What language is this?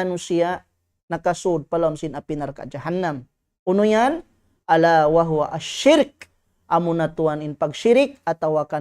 Tausug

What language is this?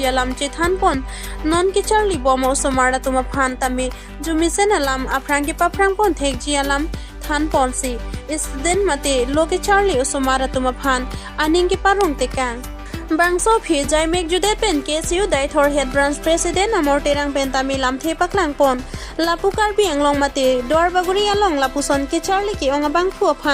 Karbi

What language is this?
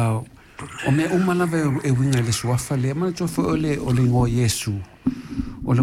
Samoan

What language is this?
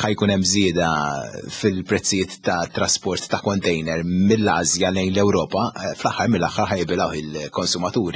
Maltese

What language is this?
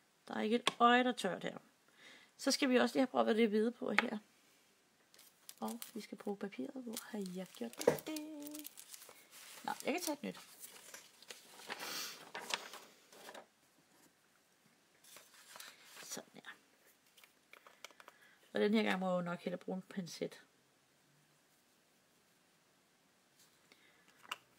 Danish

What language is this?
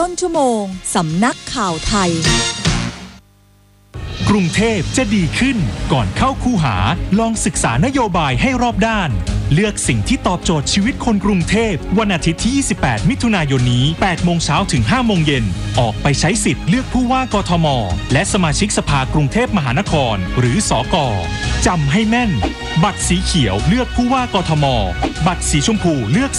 Thai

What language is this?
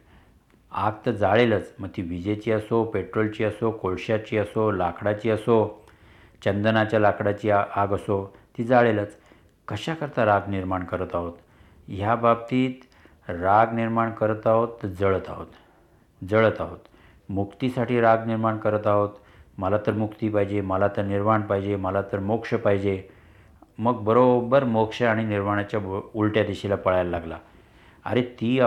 Marathi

